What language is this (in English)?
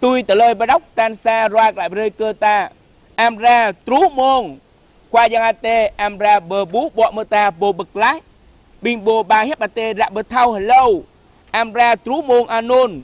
Jarai